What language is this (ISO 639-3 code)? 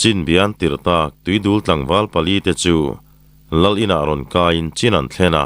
lus